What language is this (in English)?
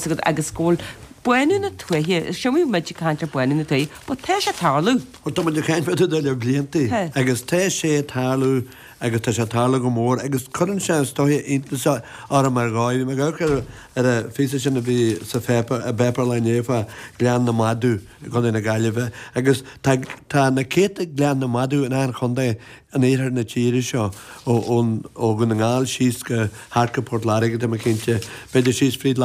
Irish